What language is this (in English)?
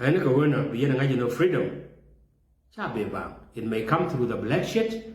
Nuer